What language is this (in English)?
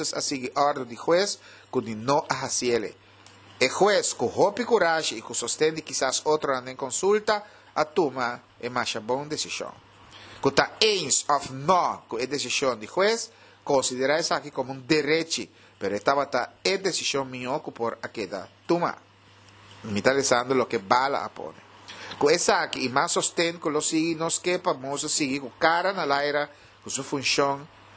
Papiamento